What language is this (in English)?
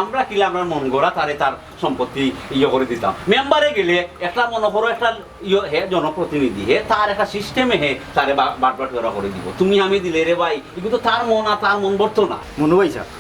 Sylheti